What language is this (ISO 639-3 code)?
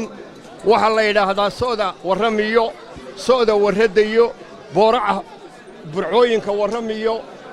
som